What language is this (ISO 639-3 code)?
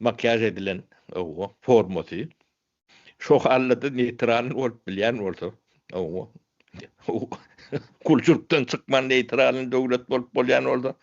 tuk